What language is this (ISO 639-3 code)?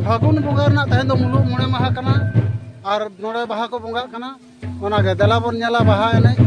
sat